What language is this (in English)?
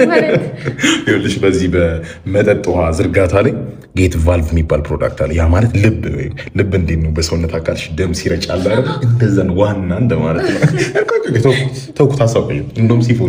Amharic